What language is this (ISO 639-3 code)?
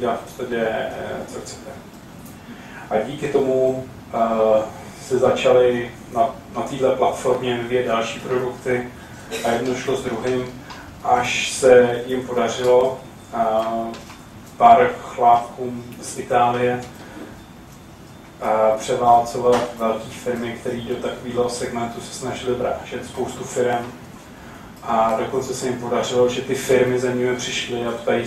ces